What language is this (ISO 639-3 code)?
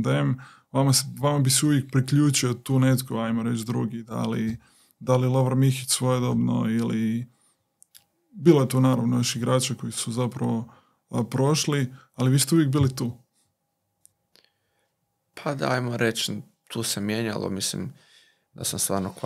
hrv